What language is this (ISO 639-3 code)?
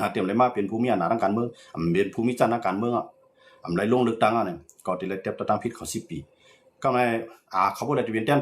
shn